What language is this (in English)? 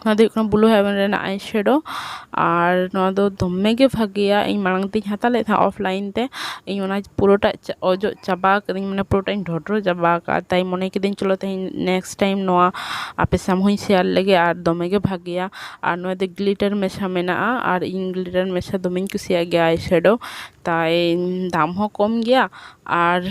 Santali